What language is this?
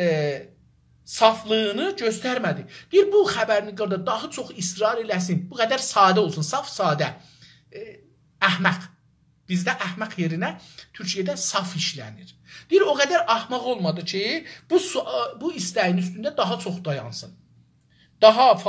South Azerbaijani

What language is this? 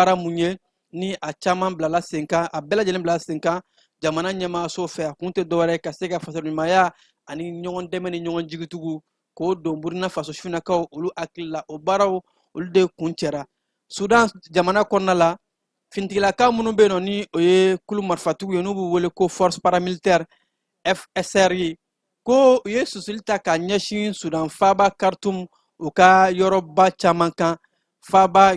Bambara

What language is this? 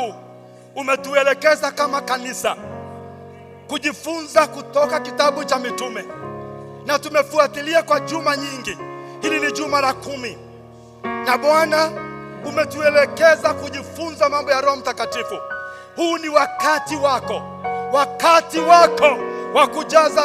Swahili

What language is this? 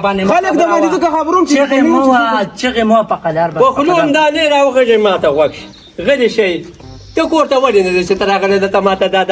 Pashto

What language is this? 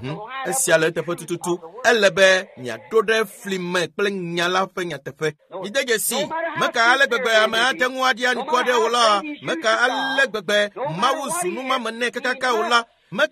Ewe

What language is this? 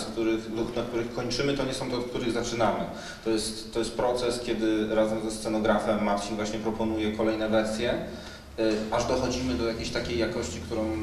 Polish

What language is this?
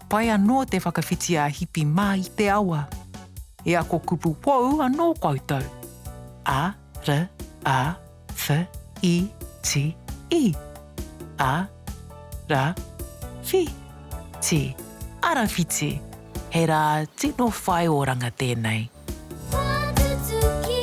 Māori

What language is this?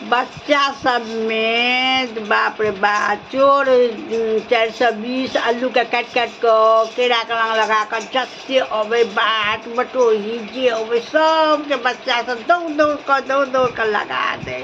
Maithili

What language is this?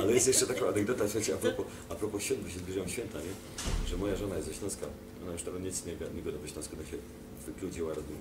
Silesian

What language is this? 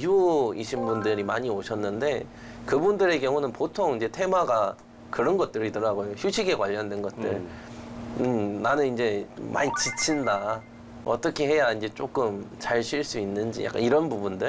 Korean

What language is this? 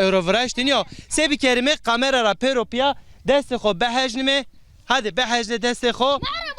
Zaza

